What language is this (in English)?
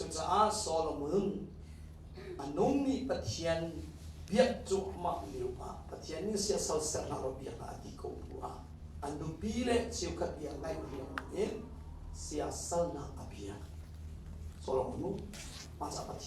Hakha Chin